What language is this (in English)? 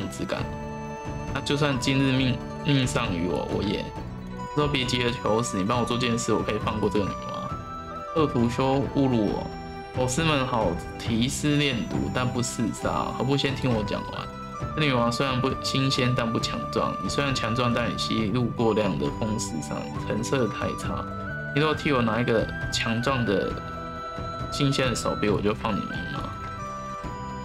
Chinese